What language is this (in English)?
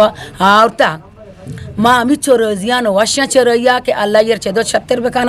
Eastern Balochi